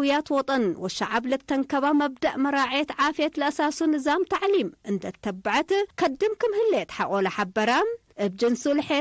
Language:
Tigre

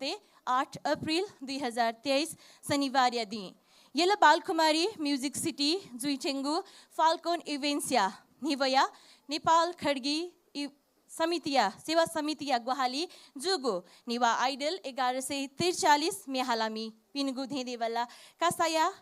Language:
Newari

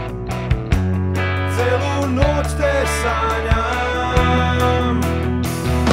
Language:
Serbian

